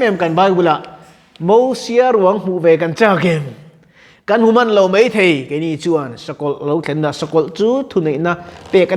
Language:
Mizo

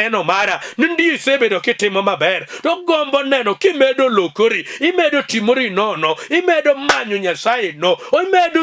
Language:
Luo (Kenya and Tanzania)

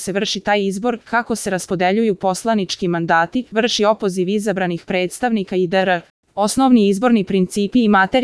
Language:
Serbian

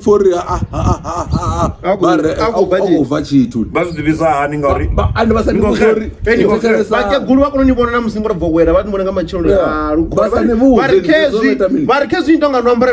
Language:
Venda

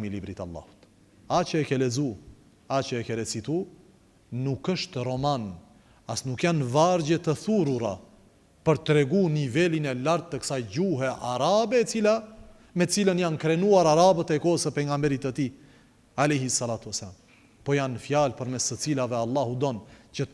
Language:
Albanian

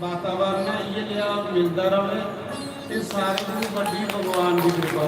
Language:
Dogri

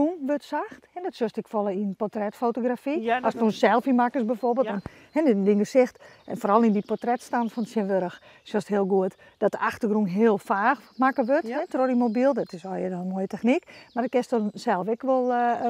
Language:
Western Frisian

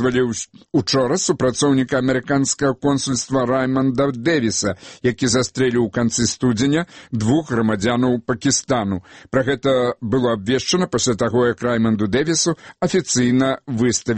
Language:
Belarusian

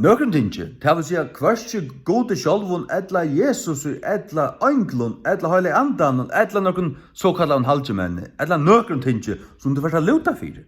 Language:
Faroese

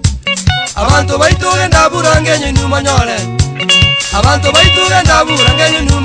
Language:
Gusii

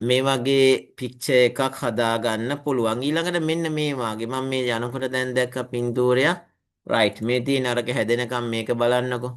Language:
Sinhala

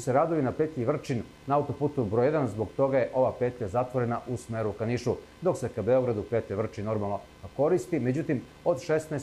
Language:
Serbian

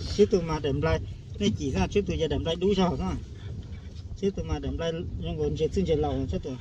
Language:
Hmong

